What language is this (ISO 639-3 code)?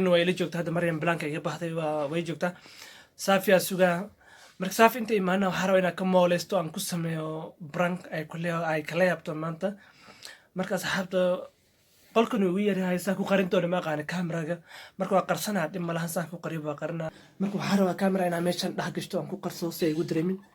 som